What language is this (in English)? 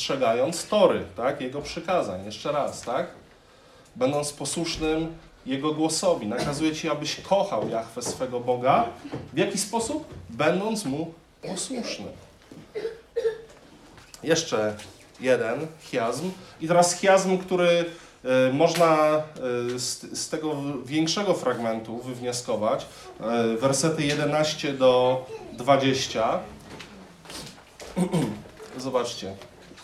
Polish